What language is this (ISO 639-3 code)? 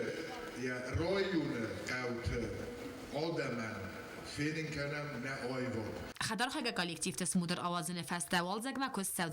oss